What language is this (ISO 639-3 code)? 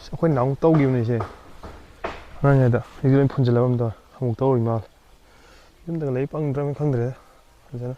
mni